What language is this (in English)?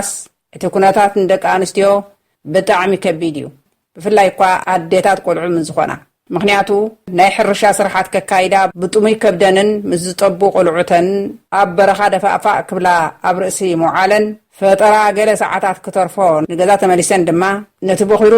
Tigrinya